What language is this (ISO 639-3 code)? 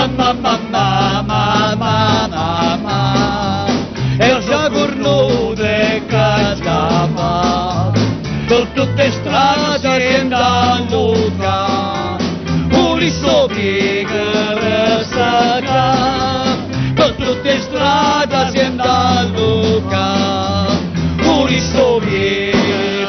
nap